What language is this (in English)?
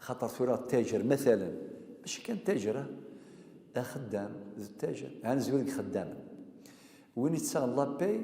Kabyle